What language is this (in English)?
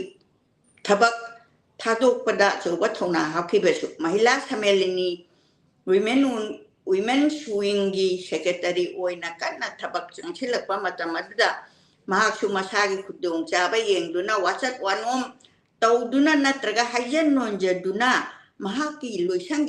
Manipuri